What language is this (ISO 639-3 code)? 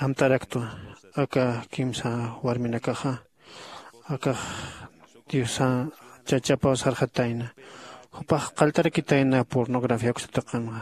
aym